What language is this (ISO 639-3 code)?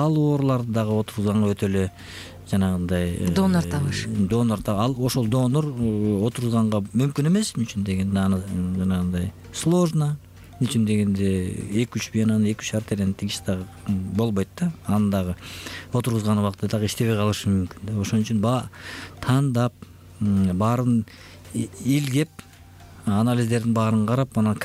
kir